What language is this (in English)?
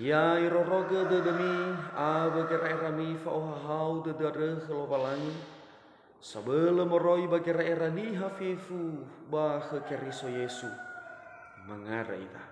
Nias